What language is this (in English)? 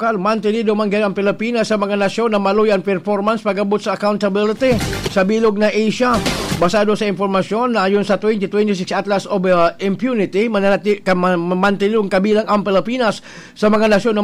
Bikol